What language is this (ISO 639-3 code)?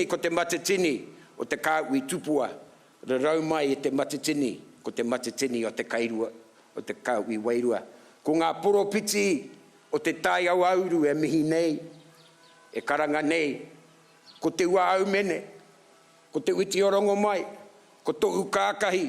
mri